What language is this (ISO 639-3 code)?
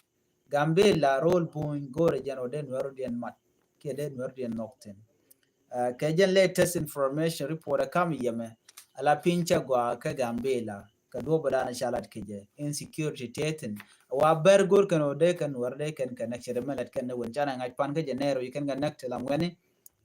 nus